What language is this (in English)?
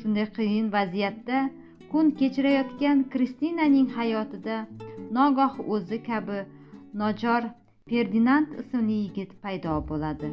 Uzbek